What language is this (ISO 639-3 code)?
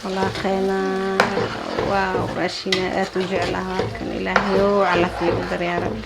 som